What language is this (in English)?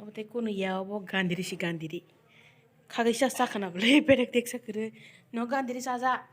Kok Borok